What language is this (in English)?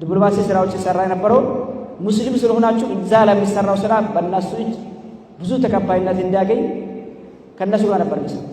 Amharic